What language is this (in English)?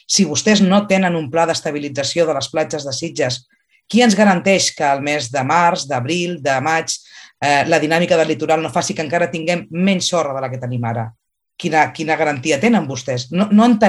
Catalan